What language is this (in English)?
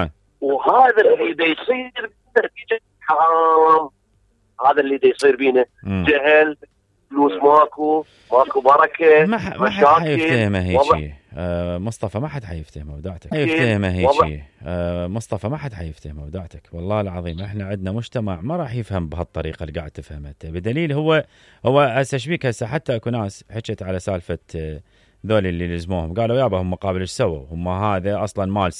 Mesopotamian Arabic